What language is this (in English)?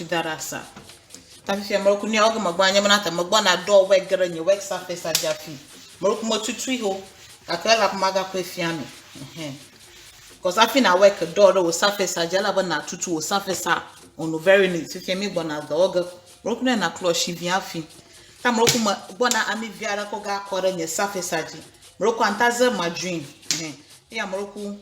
Ewe